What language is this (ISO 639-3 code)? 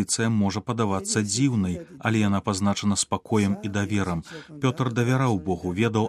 bel